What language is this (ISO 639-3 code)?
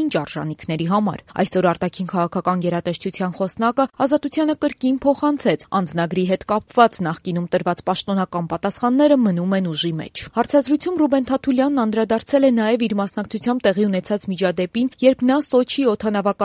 hye